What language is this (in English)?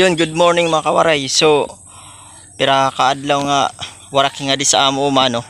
Waray